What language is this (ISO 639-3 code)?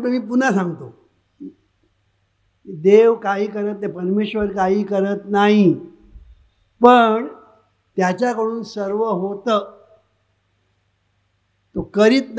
mar